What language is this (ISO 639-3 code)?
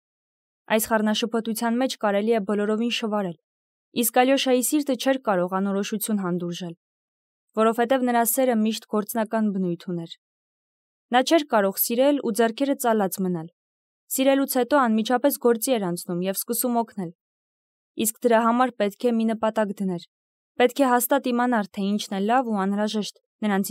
hye